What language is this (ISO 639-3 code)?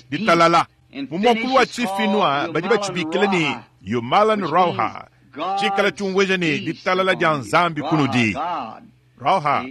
lua